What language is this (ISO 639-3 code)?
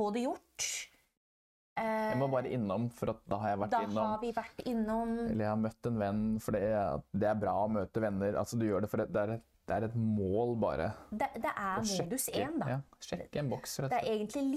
nor